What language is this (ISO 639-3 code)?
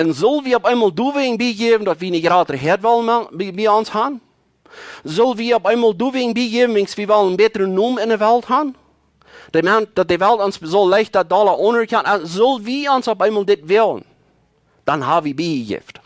pdt